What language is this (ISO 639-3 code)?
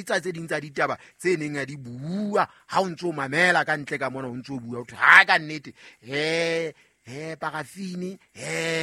sot